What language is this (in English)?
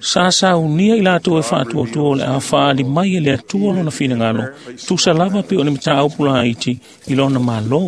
Samoan